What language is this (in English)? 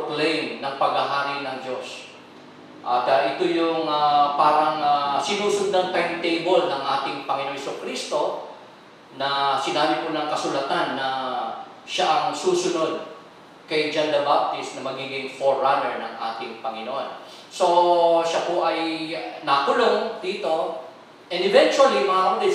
Filipino